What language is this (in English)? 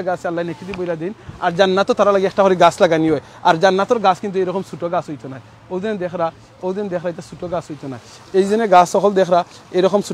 Sylheti